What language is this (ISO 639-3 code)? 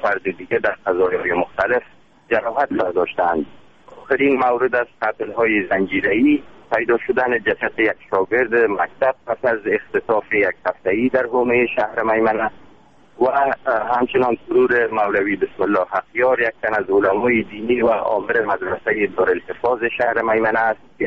fas